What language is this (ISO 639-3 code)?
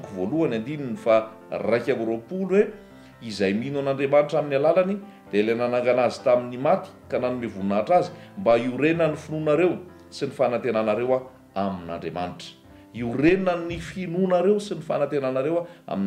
mlg